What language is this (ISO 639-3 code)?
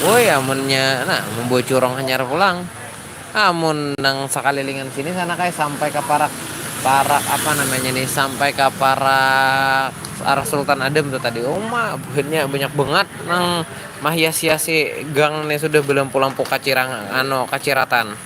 bjn